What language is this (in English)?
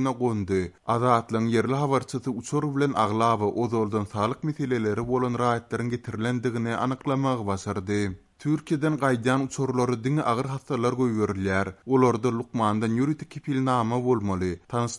Turkmen